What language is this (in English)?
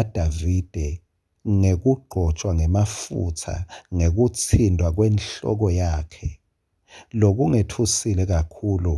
Swati